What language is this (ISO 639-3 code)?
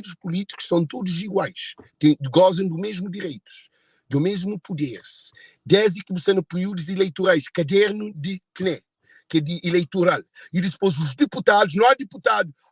kea